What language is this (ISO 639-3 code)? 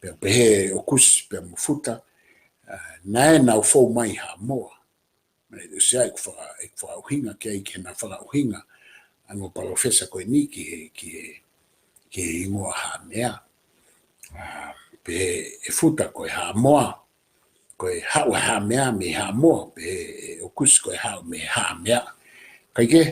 ton